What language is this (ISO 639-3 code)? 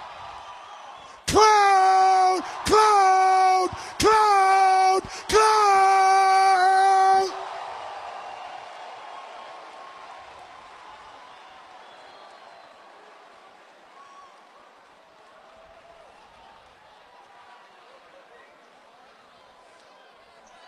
eng